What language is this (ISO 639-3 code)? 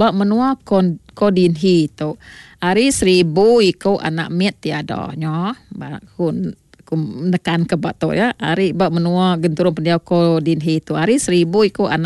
iba